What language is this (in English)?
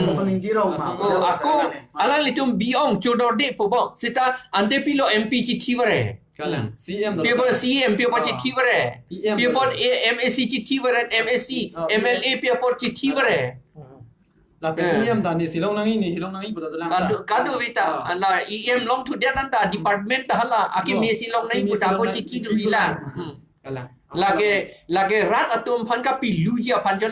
Karbi